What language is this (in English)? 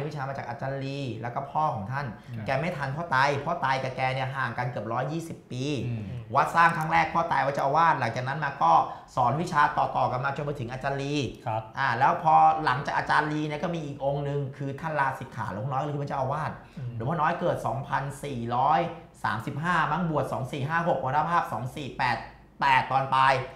Thai